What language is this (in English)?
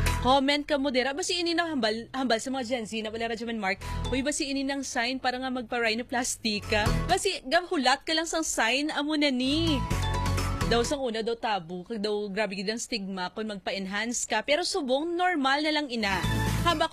Hiligaynon